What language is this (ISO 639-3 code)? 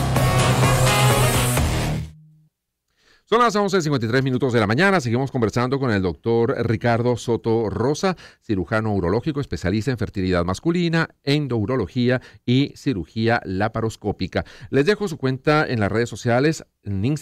spa